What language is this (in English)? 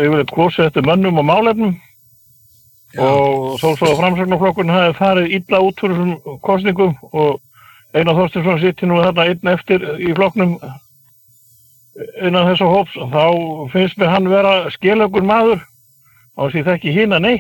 Icelandic